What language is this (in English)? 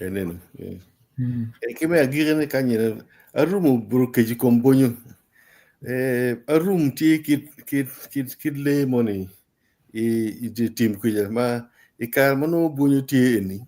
Acoli